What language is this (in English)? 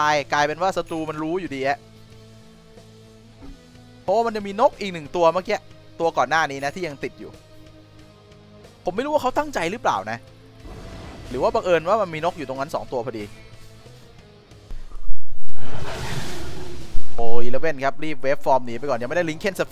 Thai